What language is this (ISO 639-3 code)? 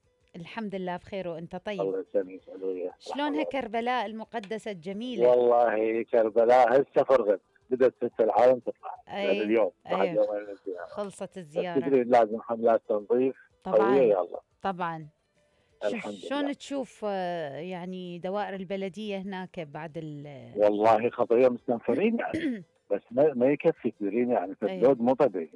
acm